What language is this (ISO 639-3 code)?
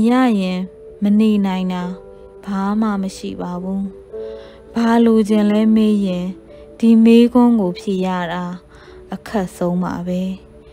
mya